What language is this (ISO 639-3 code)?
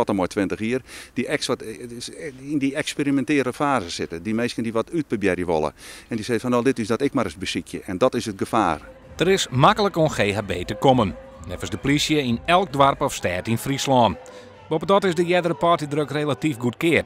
fry